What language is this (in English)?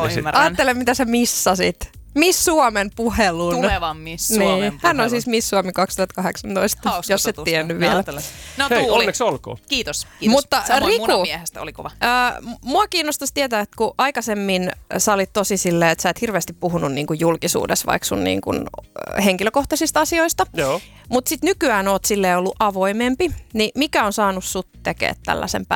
Finnish